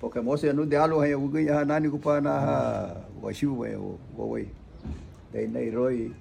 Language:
Garifuna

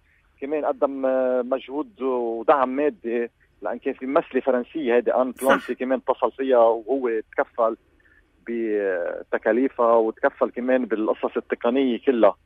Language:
North Levantine Arabic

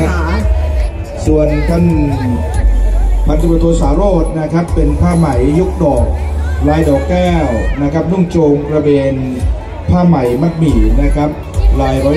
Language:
Thai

